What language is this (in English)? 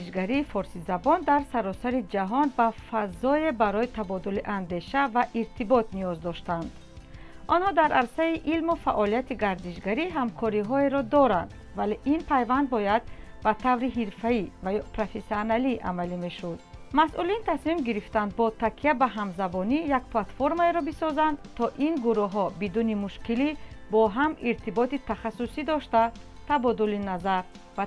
Tajik